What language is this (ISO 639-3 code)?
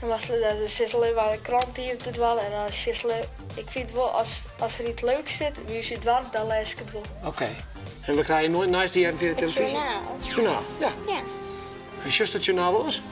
fry